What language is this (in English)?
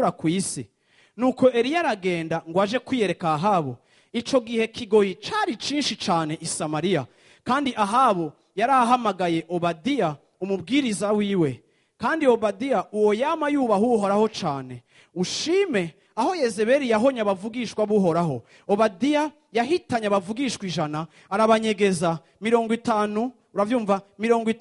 Rundi